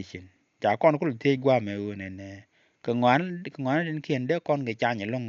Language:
Nuer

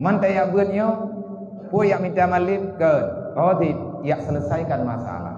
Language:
Achinese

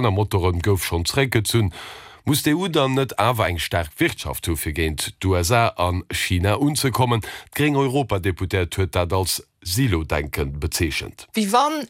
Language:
Luxembourgish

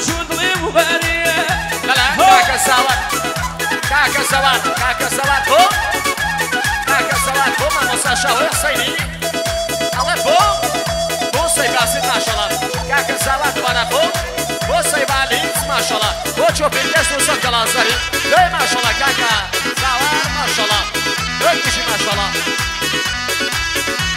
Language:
Central Kurdish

